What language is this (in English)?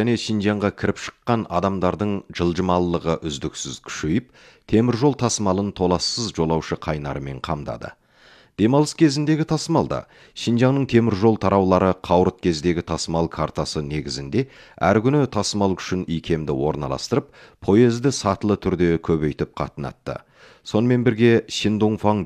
Kazakh